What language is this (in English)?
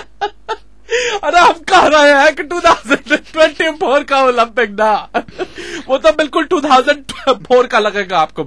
Hindi